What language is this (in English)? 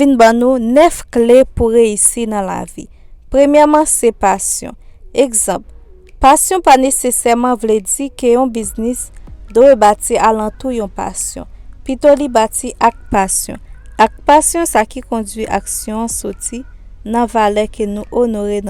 Haitian Creole